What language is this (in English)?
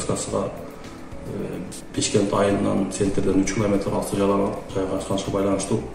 Kyrgyz